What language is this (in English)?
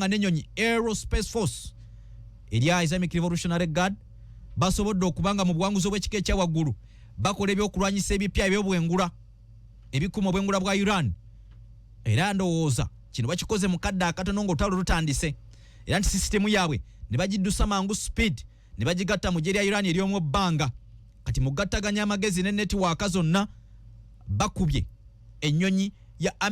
Ganda